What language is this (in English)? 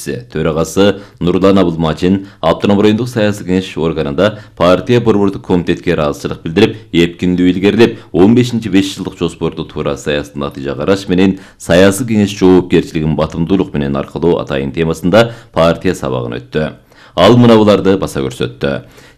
Kyrgyz